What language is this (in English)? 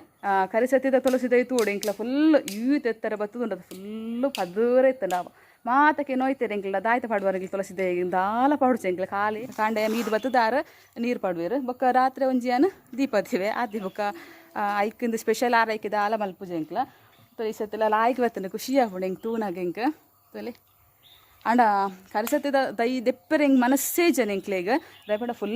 Tulu